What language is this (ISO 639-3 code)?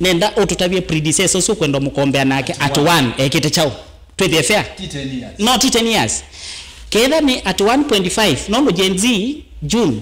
kam